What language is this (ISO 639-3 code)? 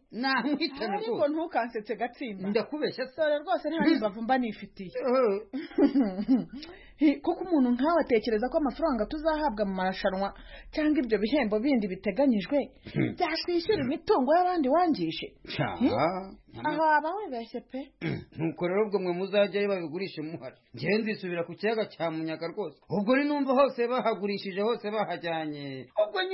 kin